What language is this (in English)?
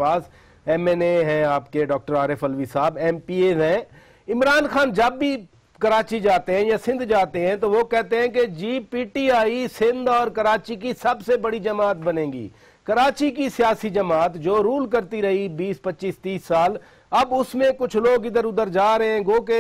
Urdu